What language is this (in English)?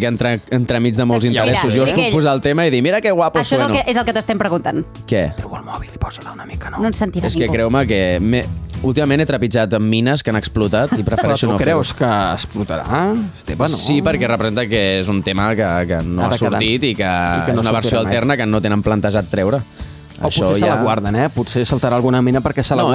Catalan